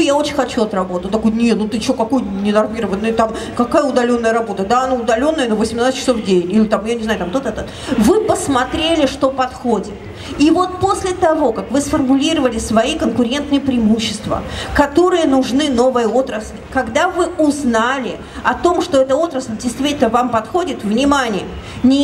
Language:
Russian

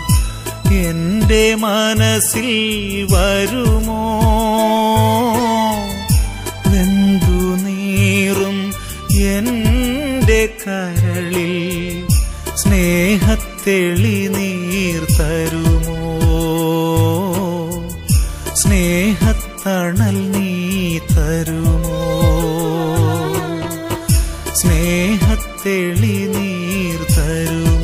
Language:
Malayalam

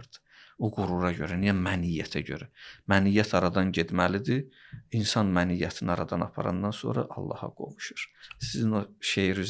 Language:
Azerbaijani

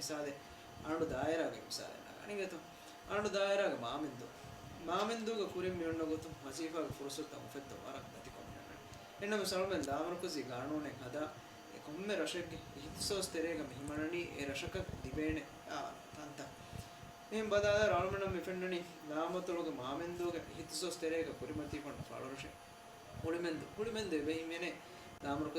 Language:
Divehi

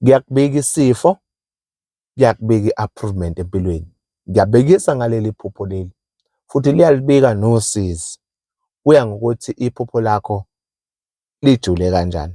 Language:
Zulu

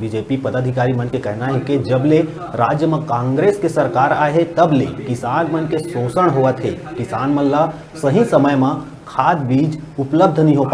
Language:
Chhattisgarhi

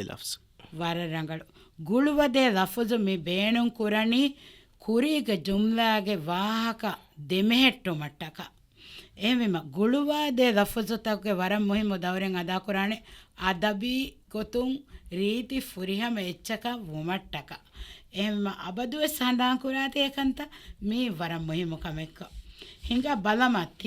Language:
Divehi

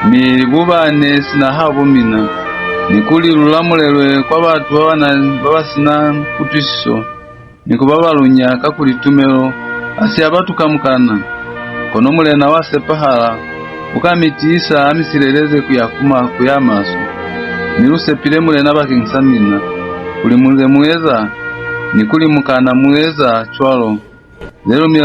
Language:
Lozi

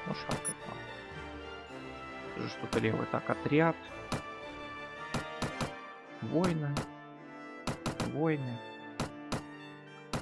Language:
Russian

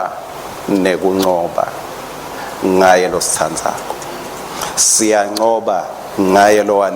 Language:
Swati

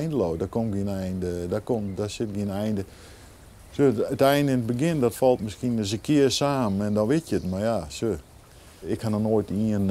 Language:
Western Frisian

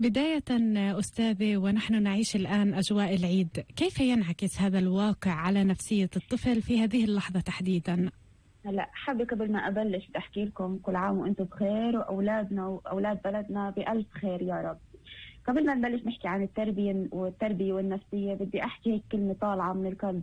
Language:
North Levantine Arabic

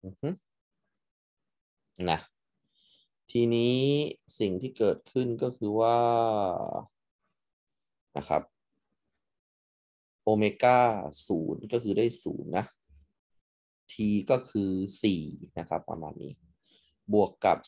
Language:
Thai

